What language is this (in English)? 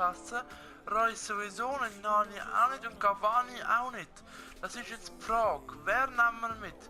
Swiss German